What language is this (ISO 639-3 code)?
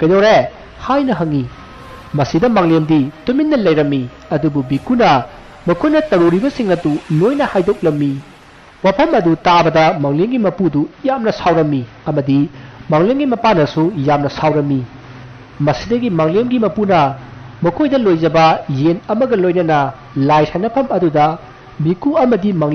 mni